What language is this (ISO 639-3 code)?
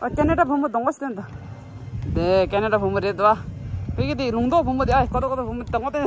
bod